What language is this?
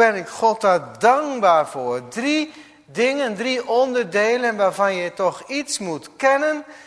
Dutch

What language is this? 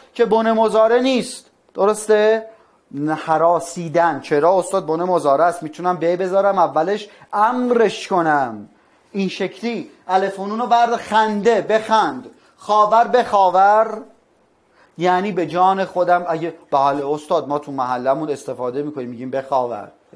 Persian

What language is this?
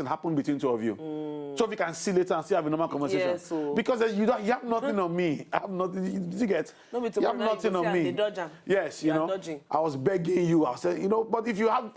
Nigerian Pidgin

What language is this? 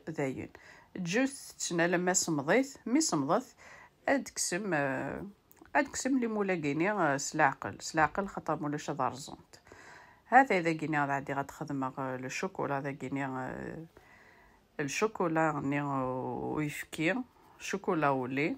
Kabyle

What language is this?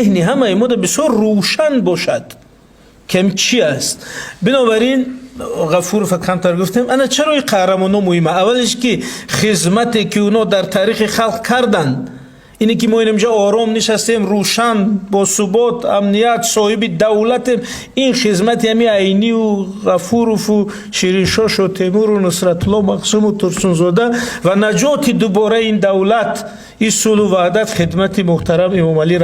Tajik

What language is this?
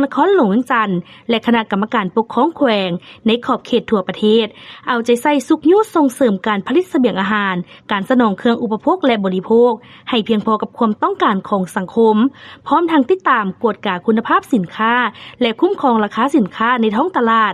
Lao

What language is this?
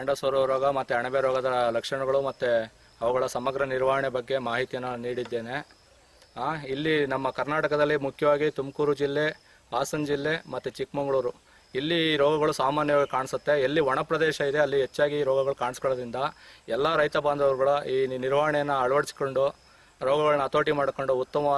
Kannada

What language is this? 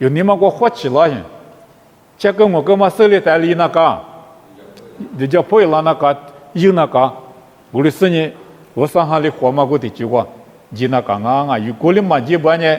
Lisu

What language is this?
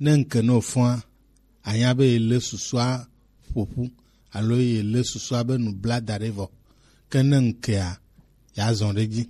Gen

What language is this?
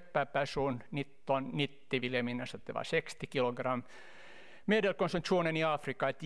Swedish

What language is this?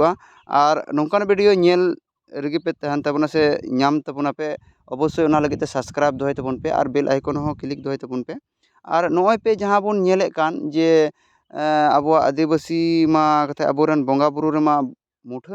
Santali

